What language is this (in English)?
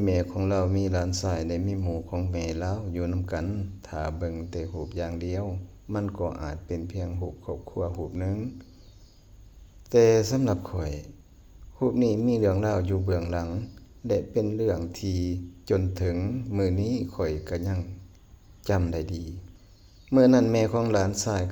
Lao